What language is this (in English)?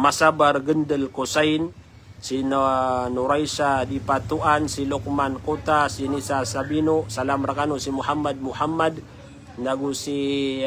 Maranao